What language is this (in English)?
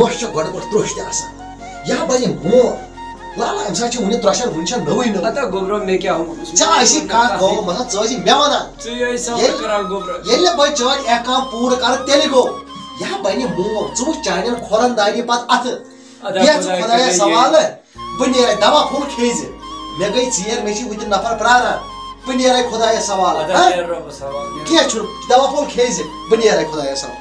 Kashmiri